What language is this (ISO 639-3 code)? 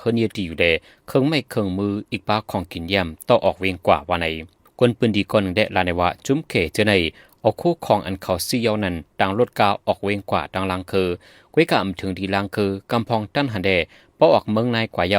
shn